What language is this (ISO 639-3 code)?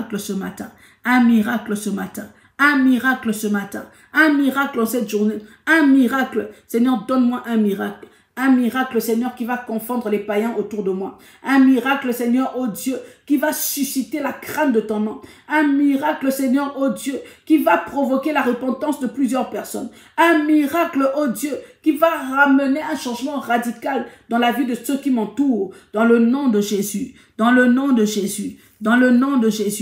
fra